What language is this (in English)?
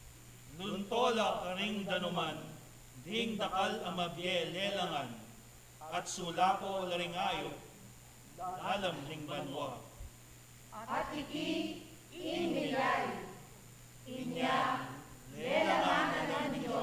Pampanga